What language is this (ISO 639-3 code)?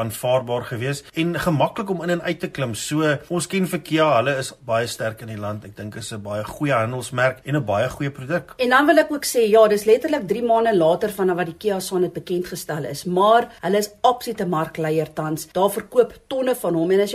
afr